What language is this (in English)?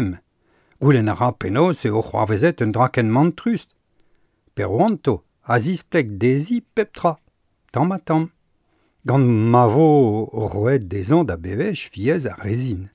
Breton